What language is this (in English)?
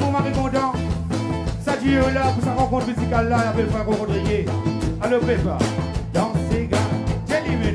Morisyen